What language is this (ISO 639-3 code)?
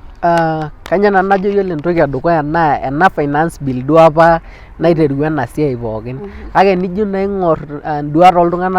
mas